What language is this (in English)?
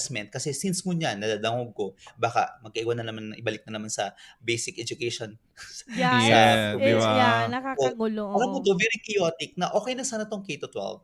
Bikol